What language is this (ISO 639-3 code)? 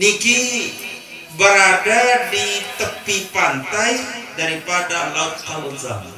sas